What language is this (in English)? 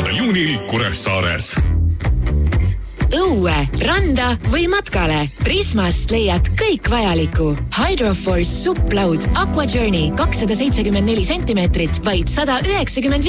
Estonian